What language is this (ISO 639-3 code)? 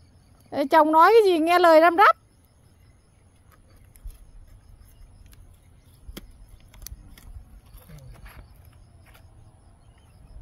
vie